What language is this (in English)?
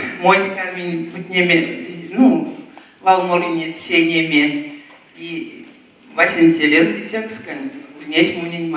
Erzya